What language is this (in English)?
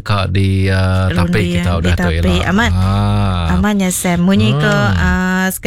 Iban